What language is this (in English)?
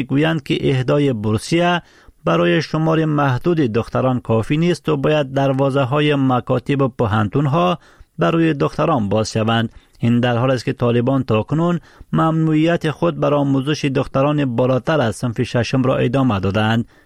Persian